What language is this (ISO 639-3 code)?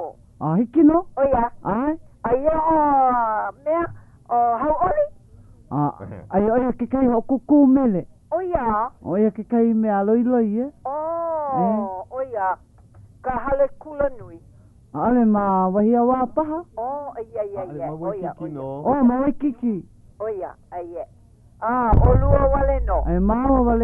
haw